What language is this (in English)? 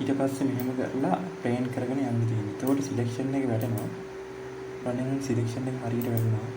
Sinhala